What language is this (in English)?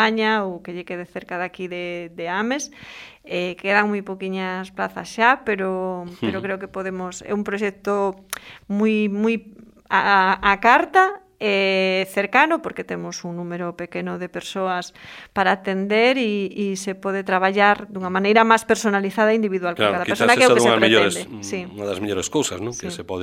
Galician